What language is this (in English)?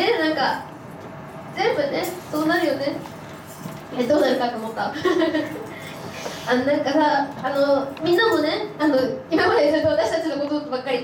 Japanese